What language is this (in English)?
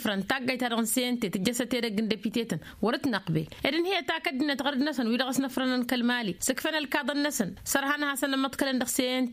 Tamasheq